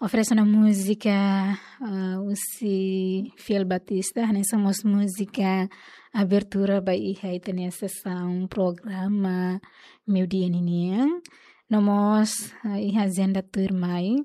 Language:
Tetum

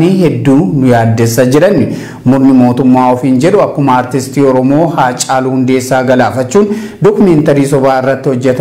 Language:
Oromo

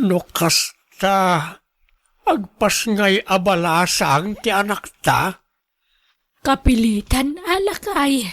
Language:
Iloko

